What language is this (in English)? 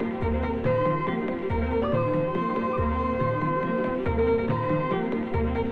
Tamil